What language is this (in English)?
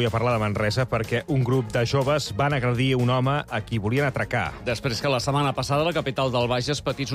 Catalan